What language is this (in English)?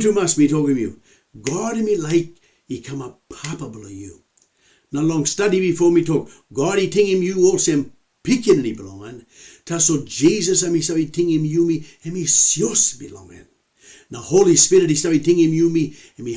Tok Pisin